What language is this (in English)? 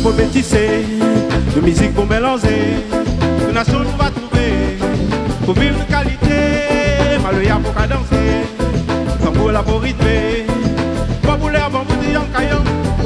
Réunion Creole French